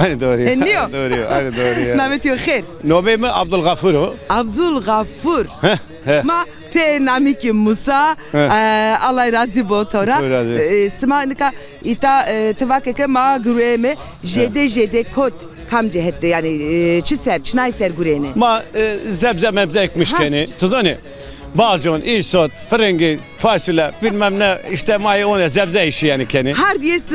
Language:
Zaza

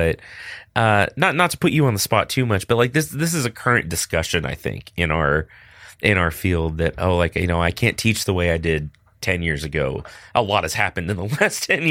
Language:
English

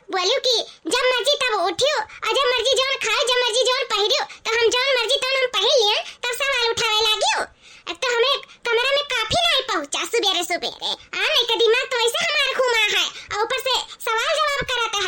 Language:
Awadhi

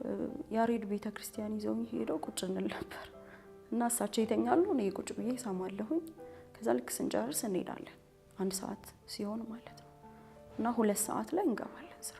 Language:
Amharic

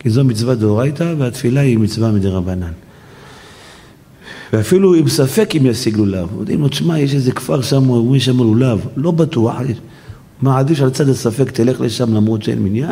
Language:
Hebrew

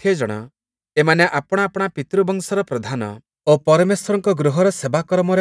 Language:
Odia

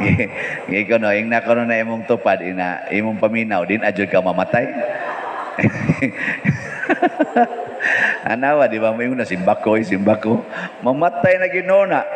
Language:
Cebuano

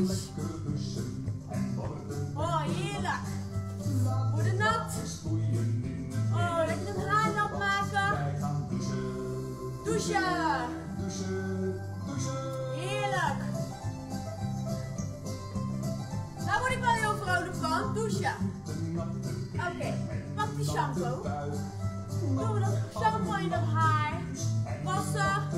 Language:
Dutch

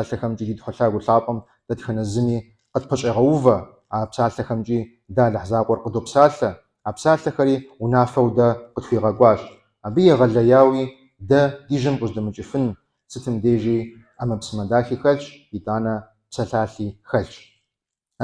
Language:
Kabardian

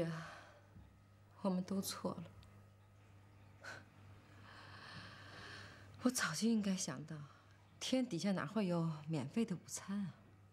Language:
Chinese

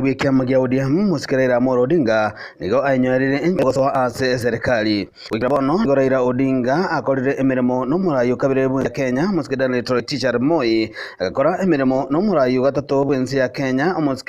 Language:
Gusii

